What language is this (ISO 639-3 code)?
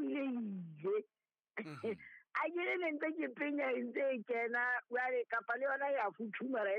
sot